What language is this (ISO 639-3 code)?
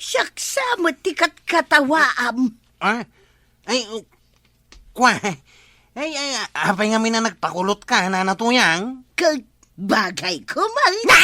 ilo